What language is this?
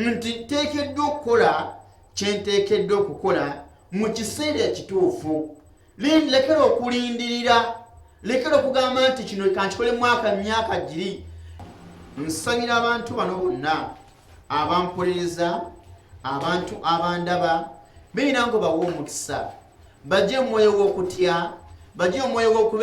Ganda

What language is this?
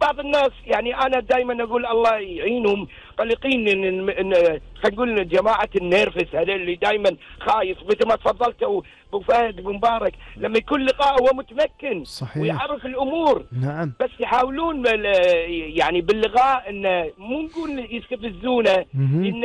Gulf Arabic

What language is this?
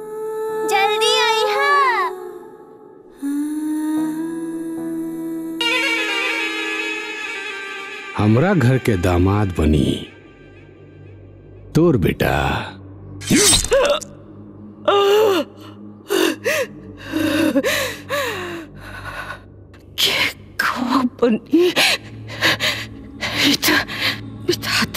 Bhojpuri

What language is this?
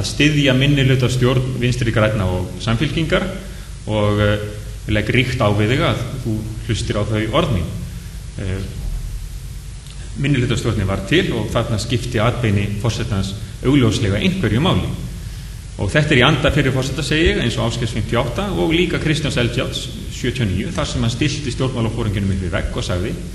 Icelandic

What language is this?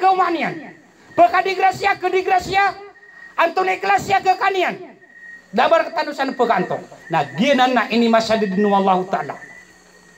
Maranao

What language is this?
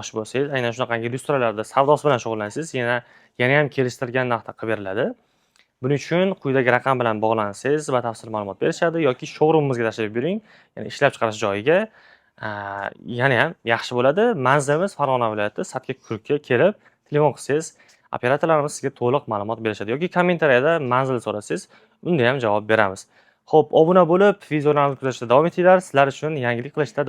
Uzbek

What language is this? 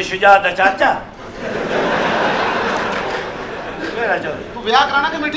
Punjabi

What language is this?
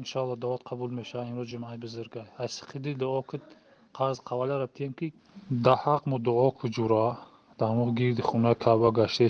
Tajik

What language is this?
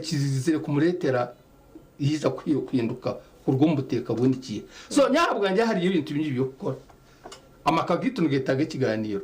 Nyankole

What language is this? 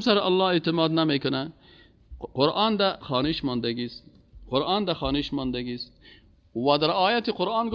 Persian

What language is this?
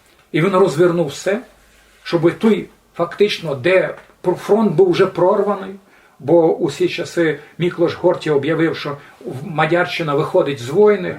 Rusyn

